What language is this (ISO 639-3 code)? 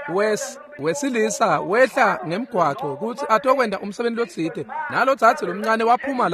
ssw